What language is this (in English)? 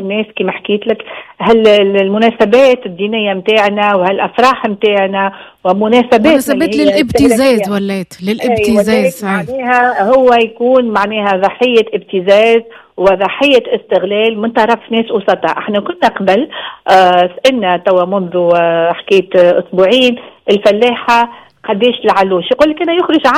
Tunisian Arabic